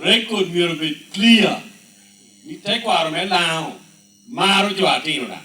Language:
Lango (Uganda)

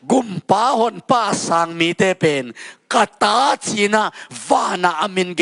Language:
Tedim Chin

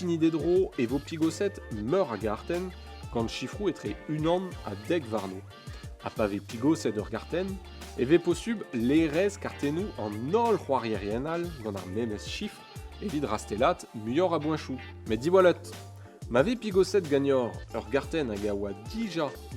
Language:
Breton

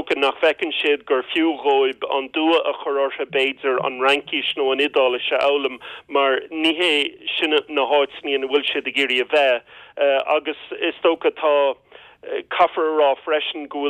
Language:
Irish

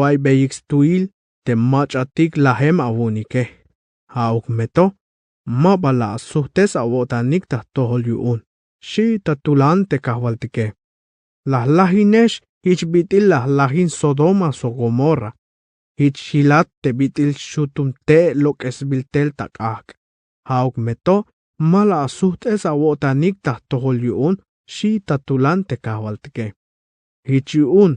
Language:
Tzeltal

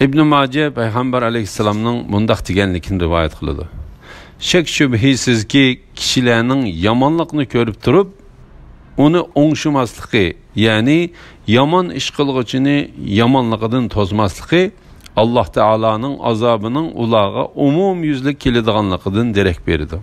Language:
Uyghur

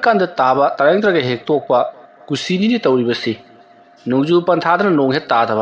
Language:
Manipuri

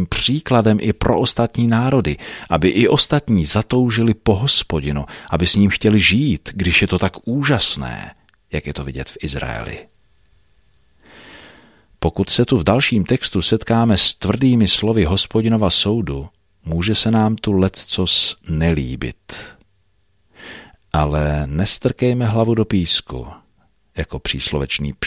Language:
Czech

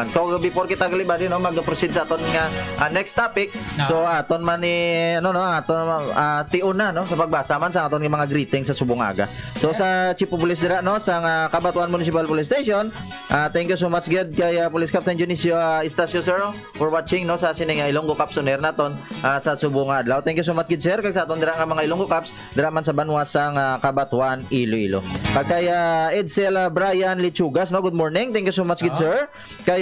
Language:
Hiligaynon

